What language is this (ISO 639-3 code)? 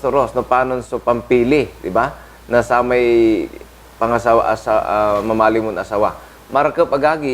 pag